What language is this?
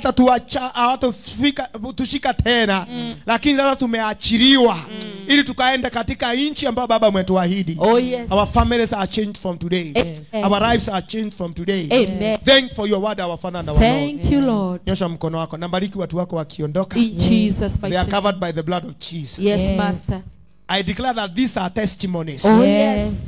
Swahili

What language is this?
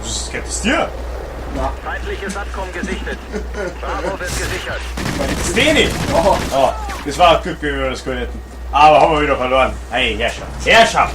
Bavarian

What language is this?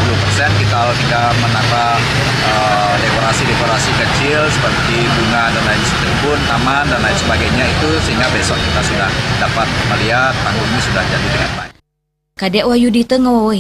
Balinese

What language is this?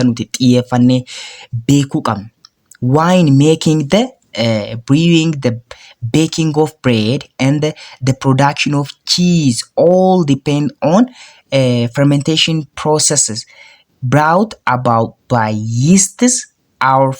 Oromo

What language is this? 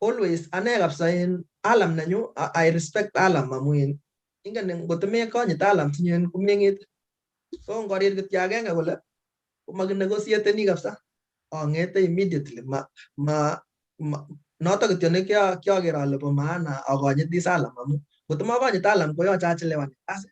Kalenjin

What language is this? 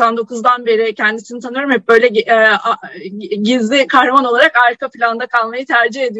Turkish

